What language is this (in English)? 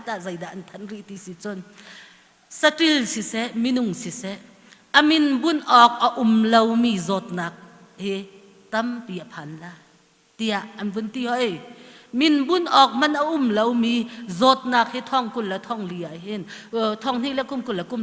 Hakha Chin